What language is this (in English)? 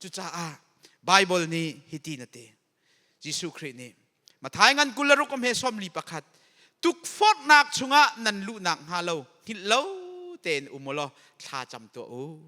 Hakha Chin